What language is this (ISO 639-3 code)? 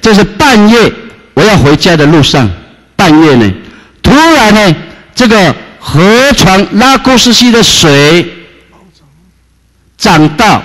zho